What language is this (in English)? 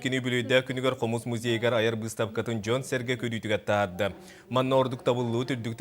Yakut